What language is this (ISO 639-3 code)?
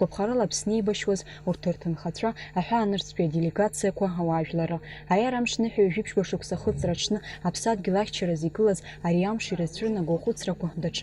abk